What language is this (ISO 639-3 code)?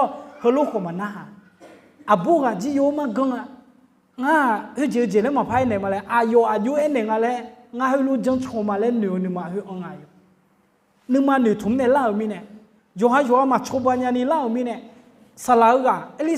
ahk